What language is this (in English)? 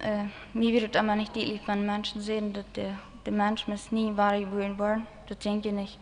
Plautdietsch